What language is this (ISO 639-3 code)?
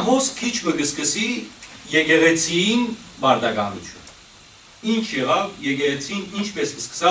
hyw